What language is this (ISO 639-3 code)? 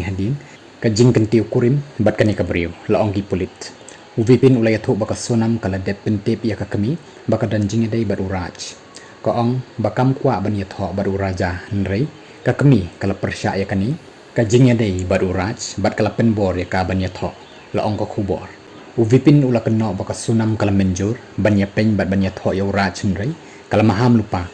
kha